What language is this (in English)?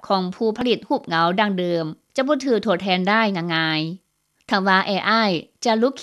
Lao